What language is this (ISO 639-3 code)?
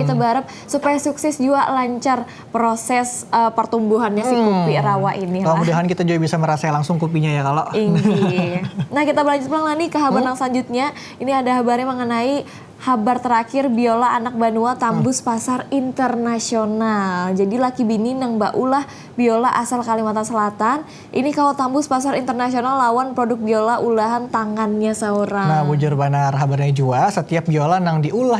bjn